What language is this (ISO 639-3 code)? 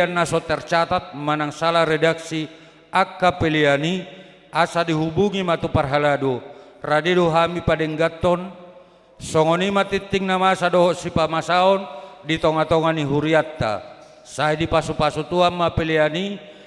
bbc